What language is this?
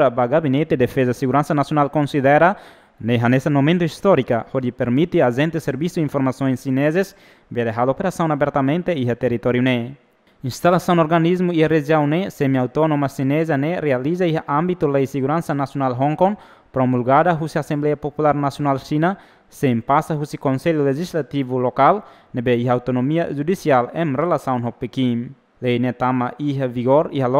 Tetum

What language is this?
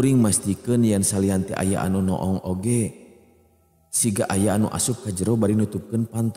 Sundanese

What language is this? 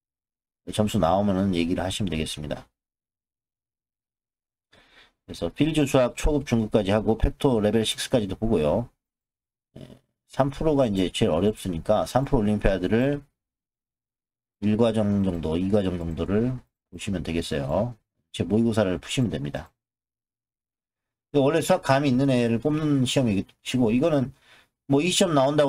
Korean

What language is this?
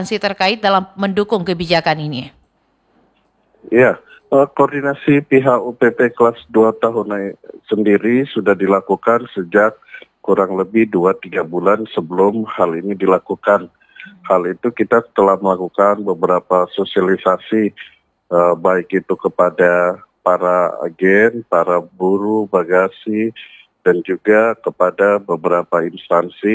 Indonesian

